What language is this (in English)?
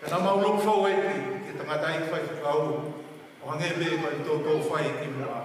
Tongan